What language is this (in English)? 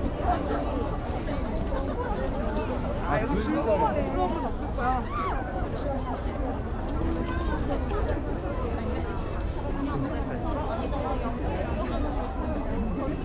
Korean